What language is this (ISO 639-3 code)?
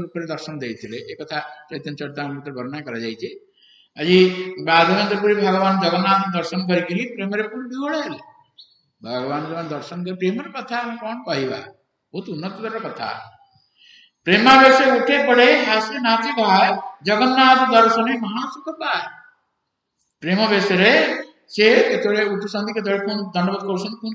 ori